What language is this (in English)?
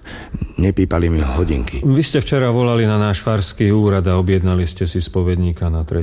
Slovak